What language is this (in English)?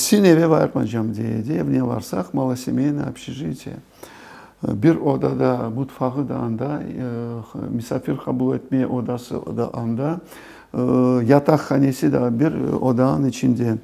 Crimean Tatar